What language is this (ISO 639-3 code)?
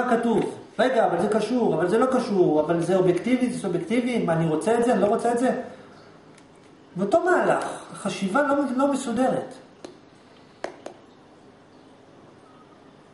heb